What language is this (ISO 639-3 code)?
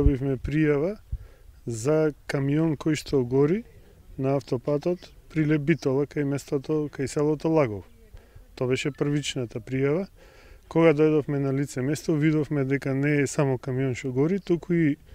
mkd